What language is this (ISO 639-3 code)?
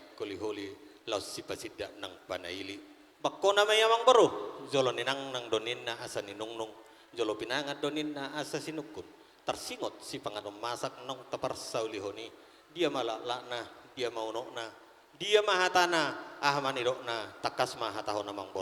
bbc